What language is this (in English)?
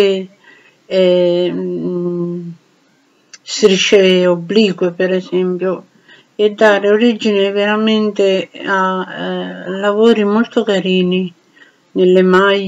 Italian